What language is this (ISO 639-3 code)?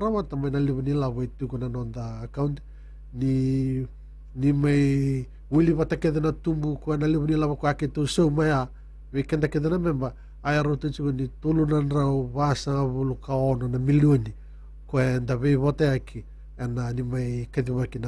fij